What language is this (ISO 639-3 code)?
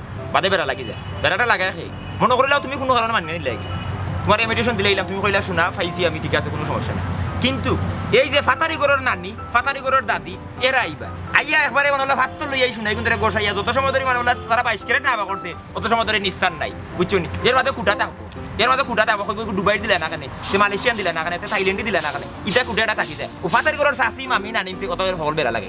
syl